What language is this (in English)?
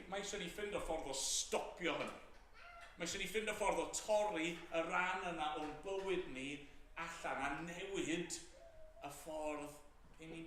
Welsh